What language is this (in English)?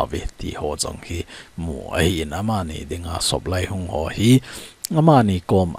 Thado Chin